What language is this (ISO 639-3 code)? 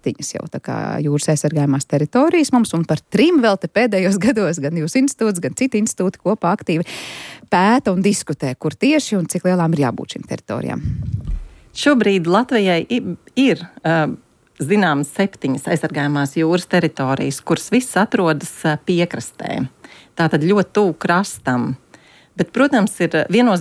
lav